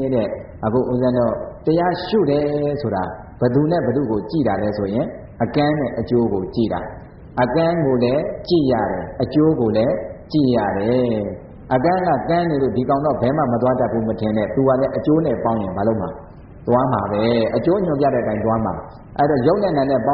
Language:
Burmese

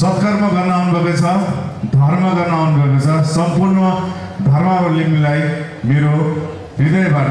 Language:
Nepali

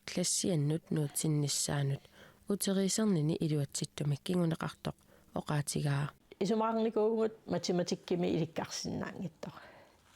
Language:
Kalaallisut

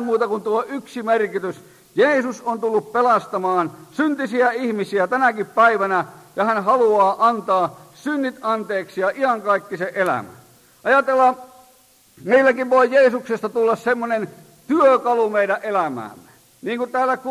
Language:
Finnish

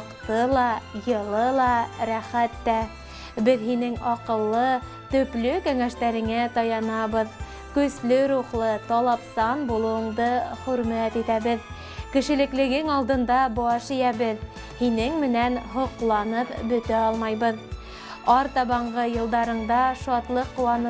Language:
Bashkir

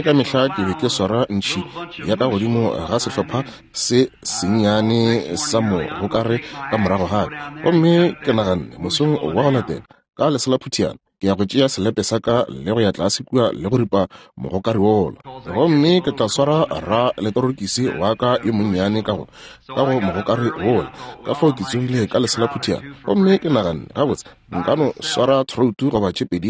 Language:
Northern Sotho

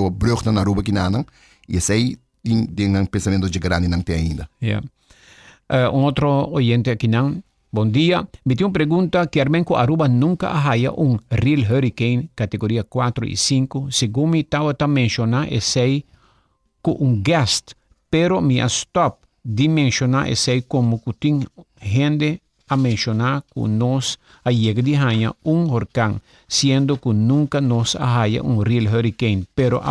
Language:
Papiamento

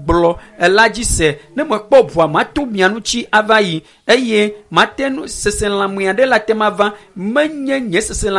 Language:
Ewe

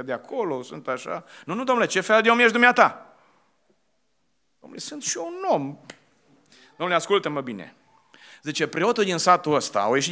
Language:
Romanian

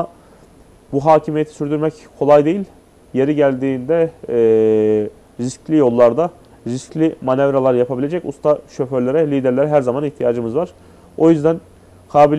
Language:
Turkish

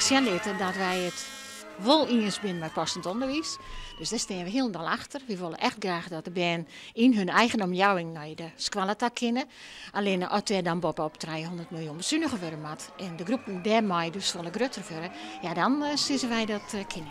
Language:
Western Frisian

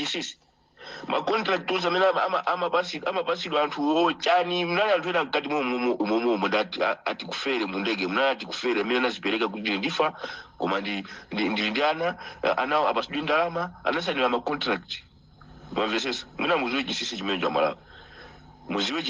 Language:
Nyanja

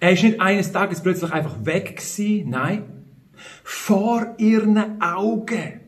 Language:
Swiss German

